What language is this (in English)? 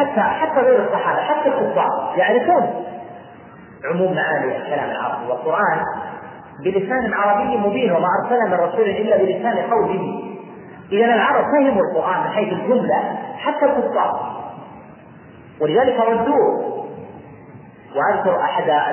Arabic